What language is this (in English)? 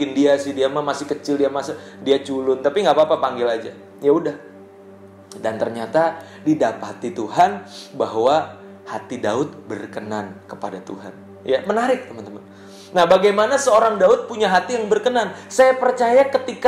Indonesian